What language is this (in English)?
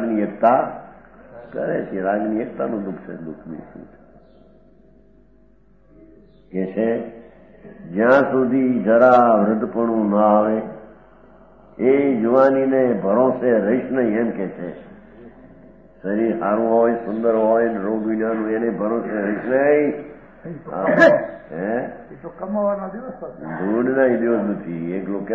Gujarati